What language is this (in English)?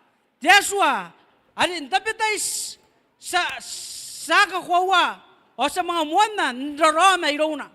Gilbertese